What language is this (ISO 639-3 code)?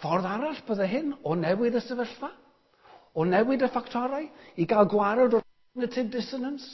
cym